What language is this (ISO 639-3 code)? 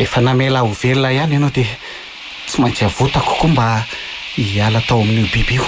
mlg